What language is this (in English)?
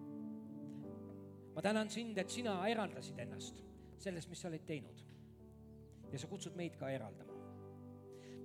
Estonian